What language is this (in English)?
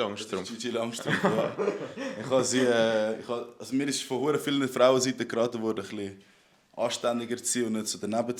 Swiss German